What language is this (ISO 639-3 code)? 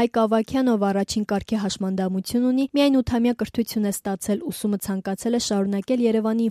hye